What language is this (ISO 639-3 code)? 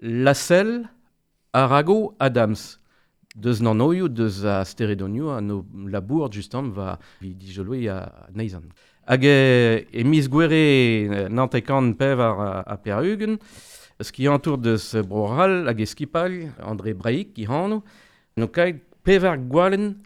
bre